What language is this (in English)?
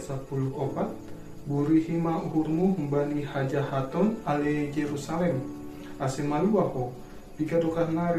Batak Simalungun